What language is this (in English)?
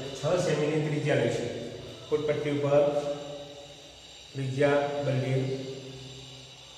Gujarati